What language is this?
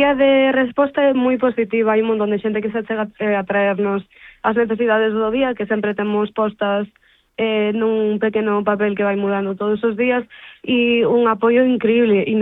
Galician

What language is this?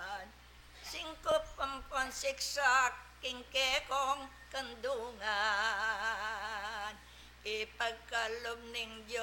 Pampanga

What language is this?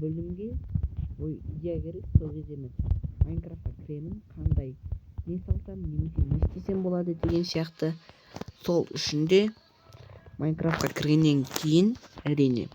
Kazakh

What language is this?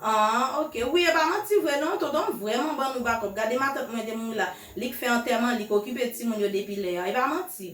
Haitian Creole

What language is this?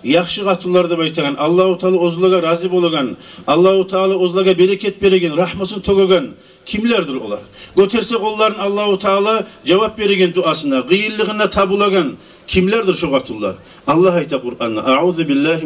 Kumyk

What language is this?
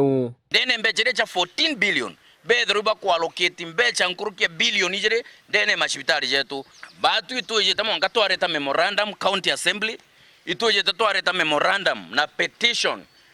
Meru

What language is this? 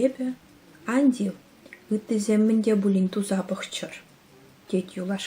Chuvash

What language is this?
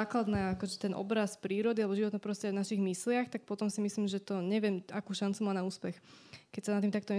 Slovak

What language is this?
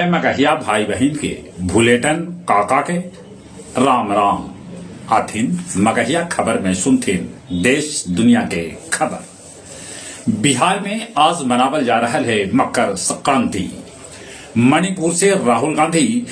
Magahi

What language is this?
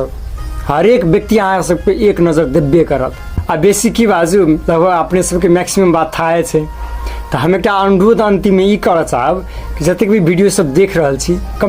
Maithili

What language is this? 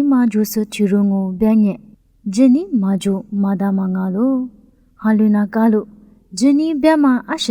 Lisu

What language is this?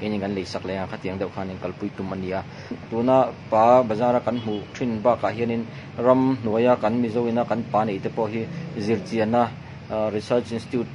Mizo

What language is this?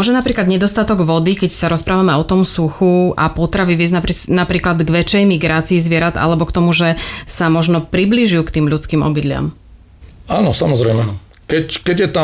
Slovak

